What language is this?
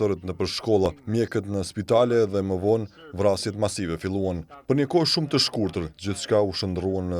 Albanian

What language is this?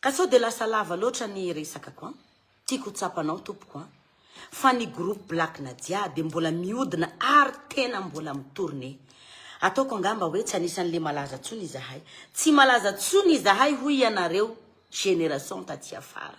Malagasy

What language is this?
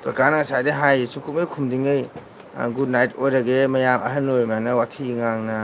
Manipuri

